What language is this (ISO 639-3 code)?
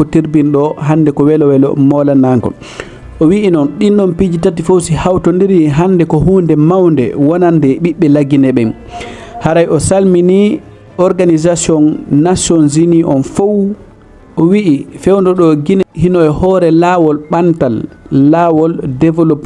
ful